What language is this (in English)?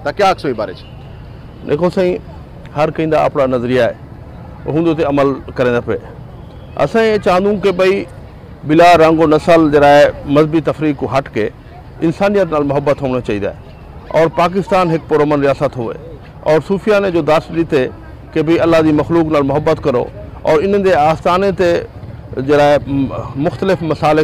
Saraiki